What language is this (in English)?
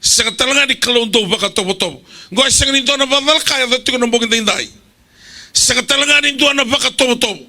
Fijian